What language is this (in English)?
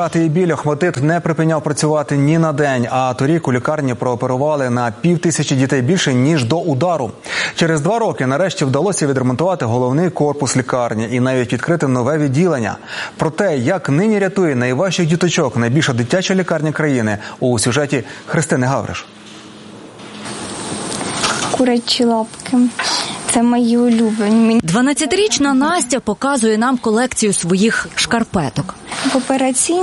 Ukrainian